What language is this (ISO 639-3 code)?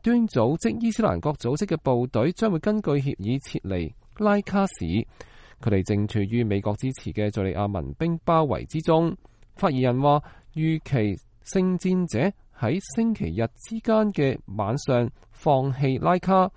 yue